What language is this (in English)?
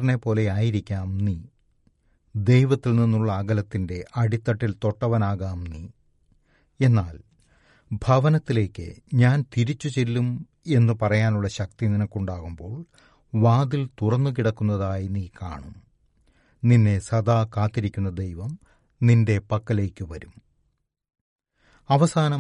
Malayalam